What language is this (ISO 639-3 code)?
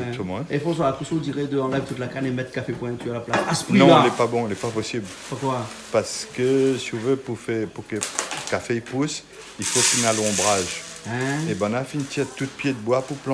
rcf